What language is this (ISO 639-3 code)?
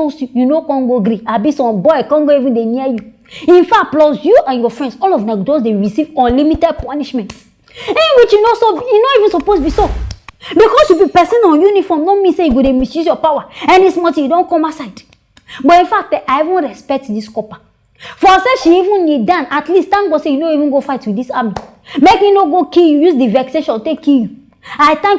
pcm